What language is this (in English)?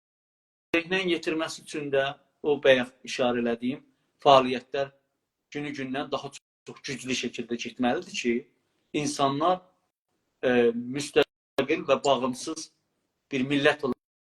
South Azerbaijani